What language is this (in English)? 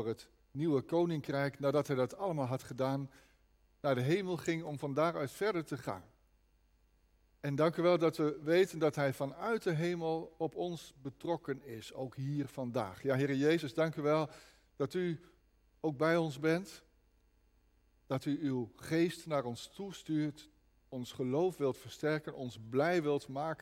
Dutch